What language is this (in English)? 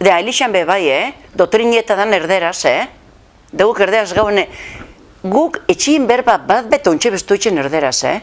Basque